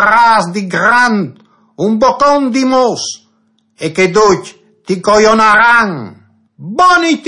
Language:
Friulian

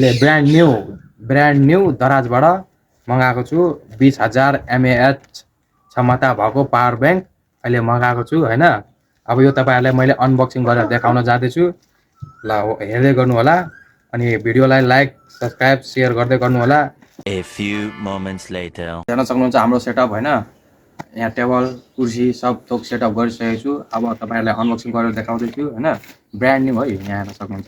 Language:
Nepali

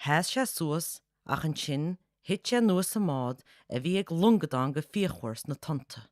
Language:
Irish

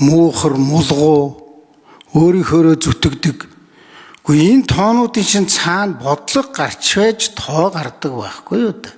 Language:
Mongolian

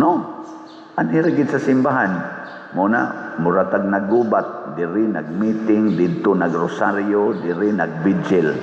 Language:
Cebuano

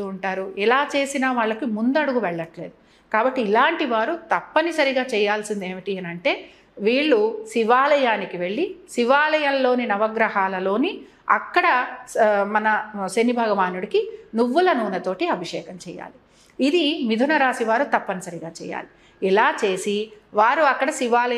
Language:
Telugu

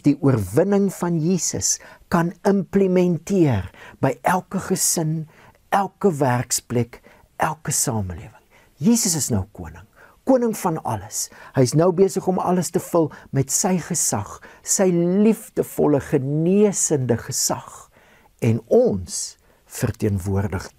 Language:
Afrikaans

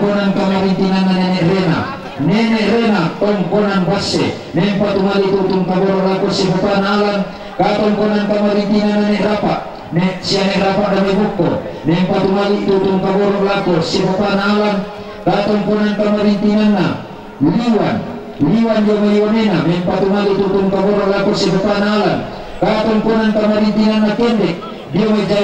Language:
Toraja-Sa'dan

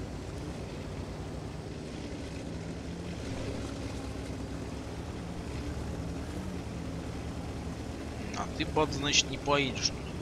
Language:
Russian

